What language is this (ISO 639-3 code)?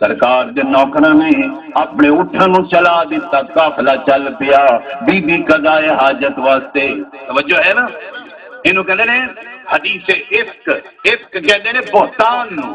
skr